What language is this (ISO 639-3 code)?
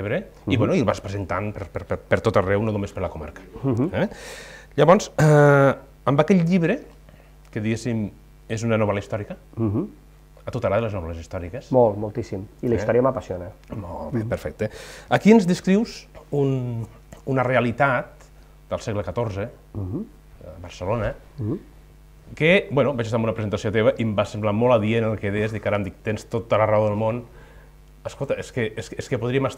cat